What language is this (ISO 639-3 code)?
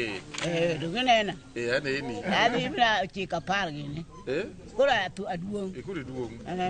luo